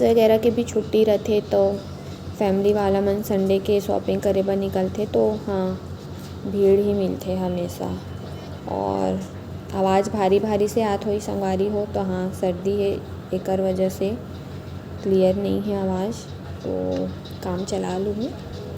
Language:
Chhattisgarhi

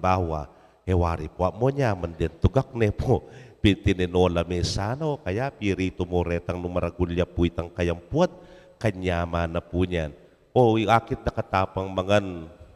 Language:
Pampanga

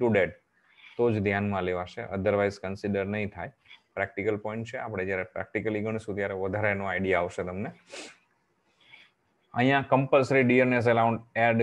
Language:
Gujarati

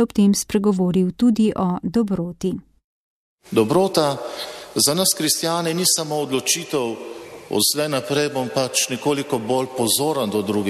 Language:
Slovenian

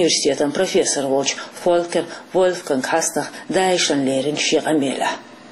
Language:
Chechen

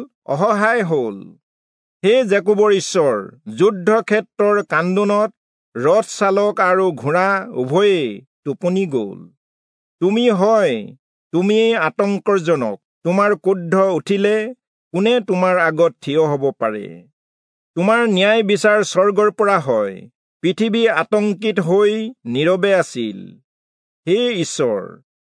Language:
Assamese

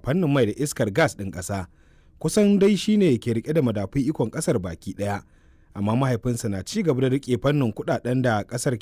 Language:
Hausa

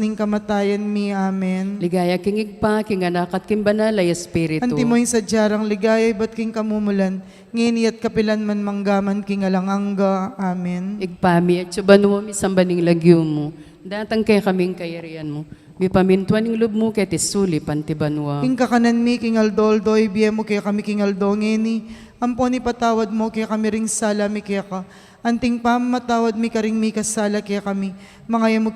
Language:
Pampanga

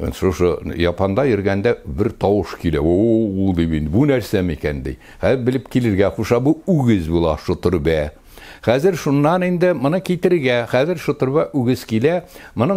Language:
Tatar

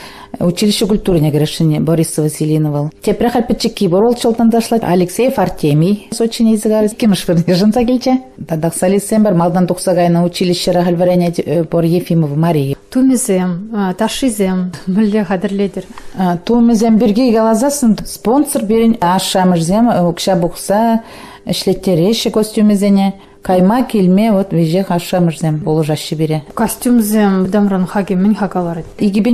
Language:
Chuvash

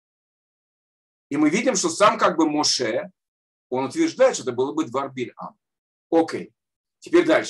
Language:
Russian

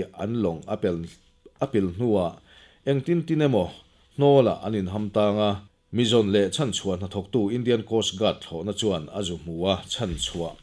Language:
Mizo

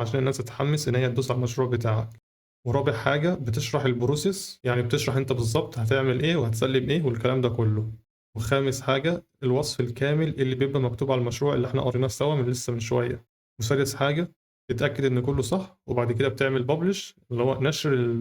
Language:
Egyptian Arabic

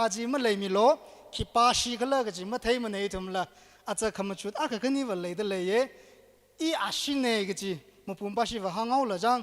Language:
Tangkhul Naga (India)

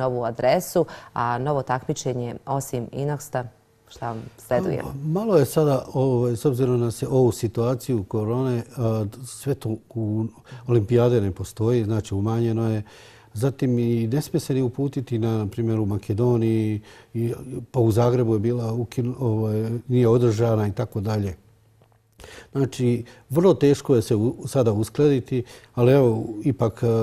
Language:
Bosnian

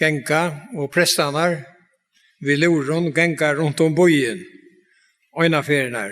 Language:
Faroese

